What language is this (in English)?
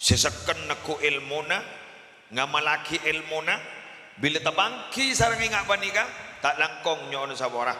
Madurese